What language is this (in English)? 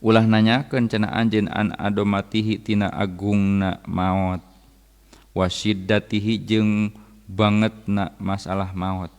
Sundanese